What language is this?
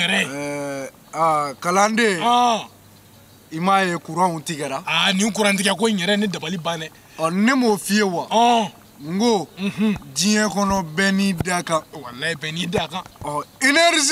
Bambara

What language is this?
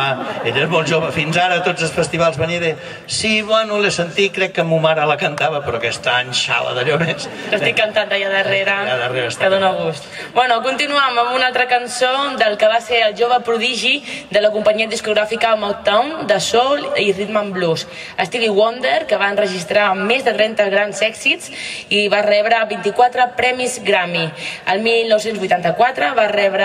Catalan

